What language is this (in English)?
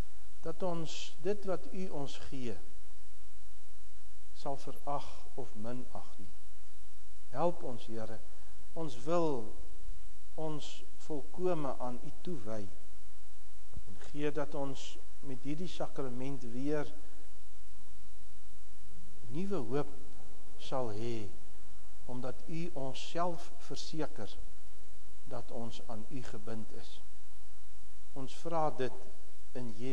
Afrikaans